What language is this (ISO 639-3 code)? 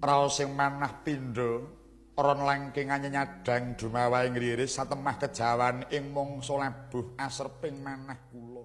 jav